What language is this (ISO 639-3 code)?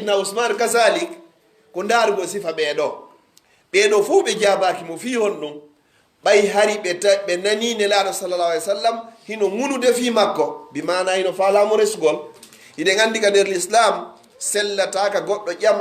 fuf